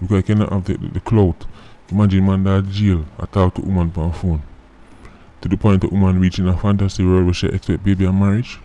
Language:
Jamaican Creole English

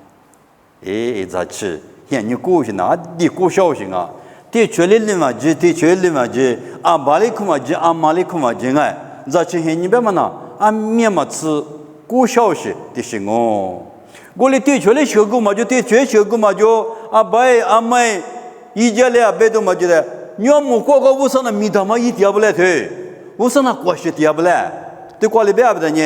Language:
Lisu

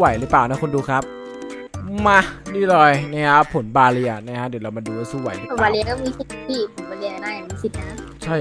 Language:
Thai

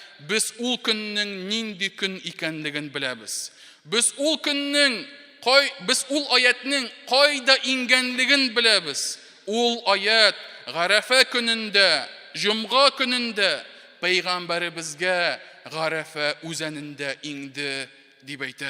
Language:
Tatar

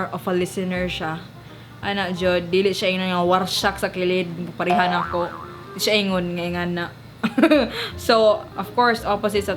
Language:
Cebuano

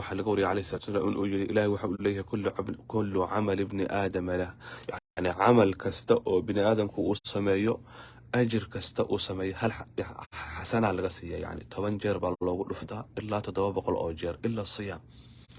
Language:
Somali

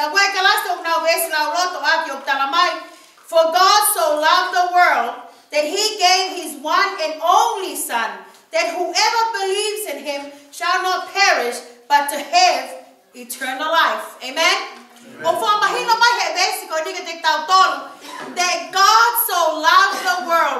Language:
Tongan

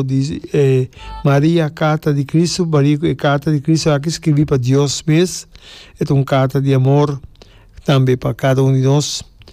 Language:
Papiamento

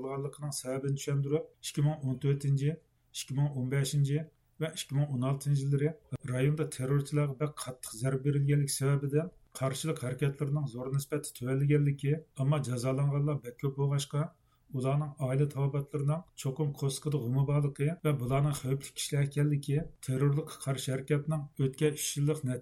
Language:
Uyghur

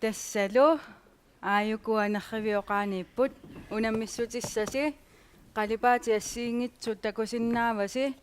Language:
Kalaallisut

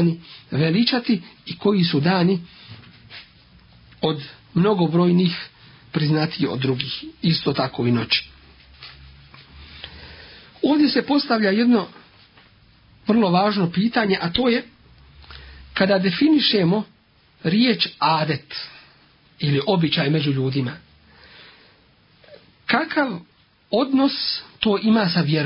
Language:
Bosnian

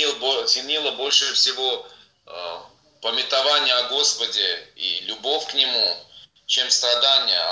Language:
Russian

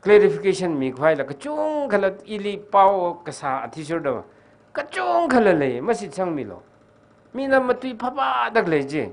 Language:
Tangkhul Naga (India)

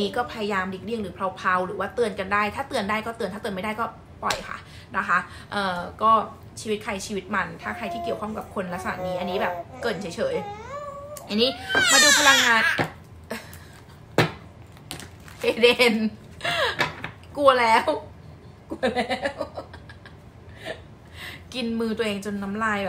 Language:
Thai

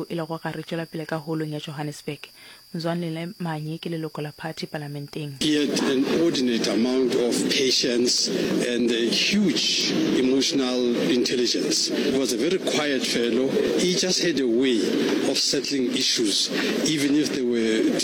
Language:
Northern Sotho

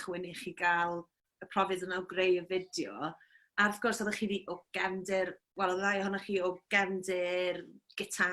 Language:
Welsh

